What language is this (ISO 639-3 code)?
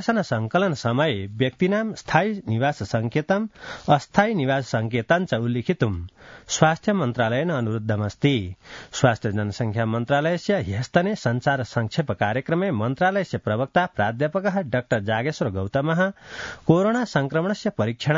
san